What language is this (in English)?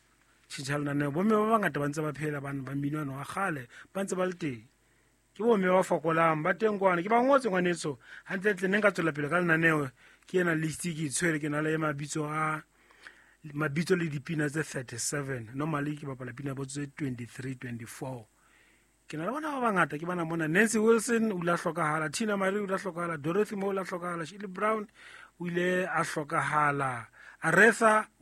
Southern Sotho